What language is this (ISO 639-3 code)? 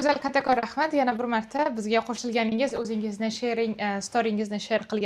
uzb